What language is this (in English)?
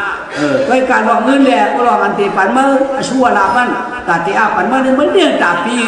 Shan